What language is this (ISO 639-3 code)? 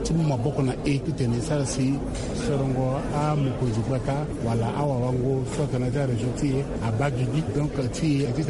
sag